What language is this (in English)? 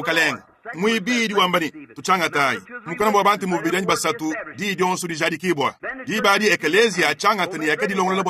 Luba-Lulua